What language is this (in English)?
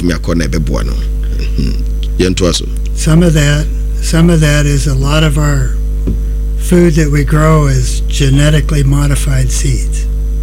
Akan